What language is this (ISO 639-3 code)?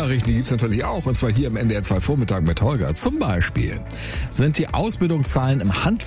deu